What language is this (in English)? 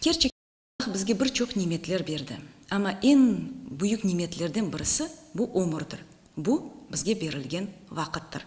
Crimean Tatar